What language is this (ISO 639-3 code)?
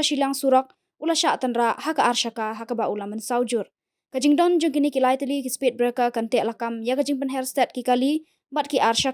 kha